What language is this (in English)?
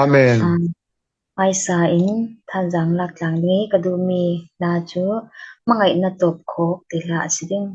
Falam Chin